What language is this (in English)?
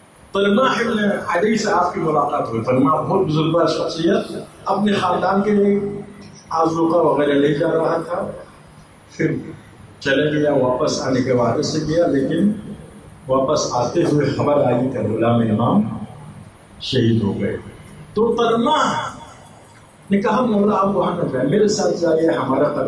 Urdu